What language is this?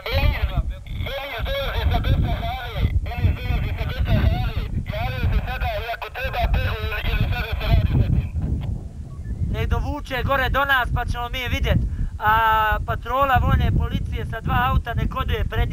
Croatian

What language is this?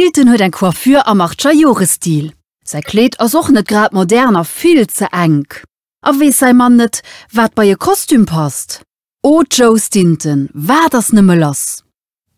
Luxembourgish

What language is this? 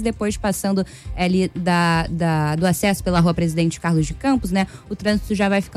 Portuguese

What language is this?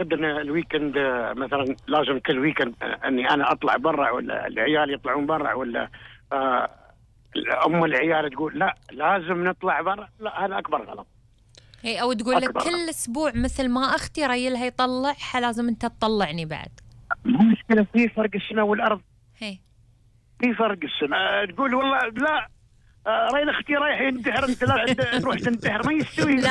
Gulf Arabic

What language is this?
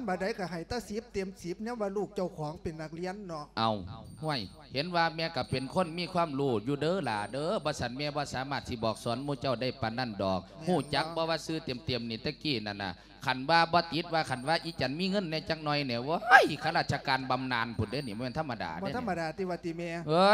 Lao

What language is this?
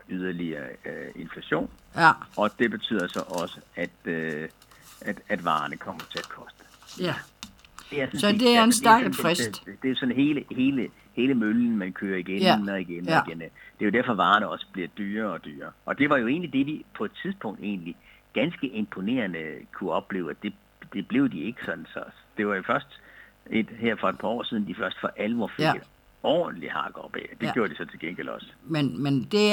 Danish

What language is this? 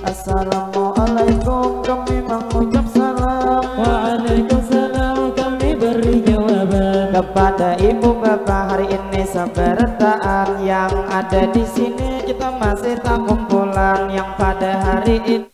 Banjar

